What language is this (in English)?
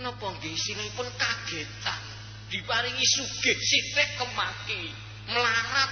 Javanese